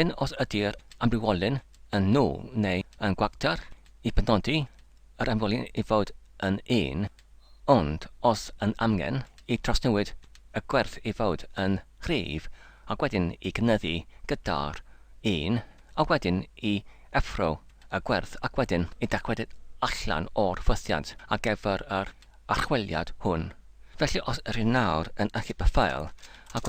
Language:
Welsh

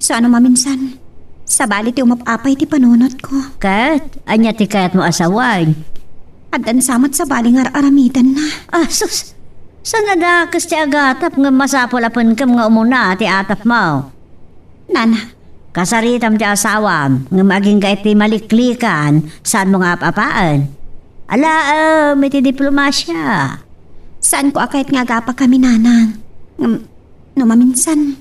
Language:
Iloko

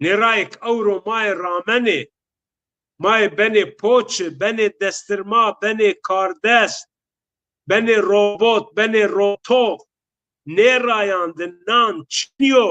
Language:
Zaza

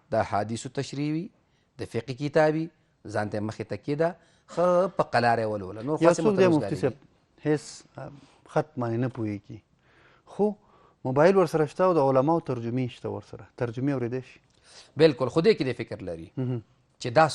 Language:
Pashto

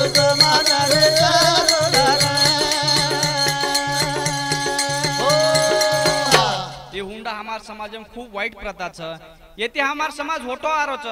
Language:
Lambadi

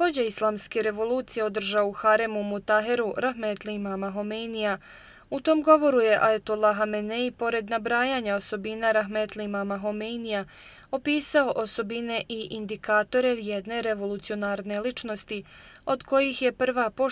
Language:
Bosnian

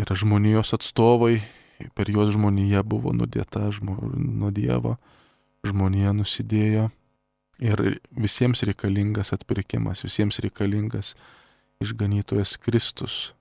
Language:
Lithuanian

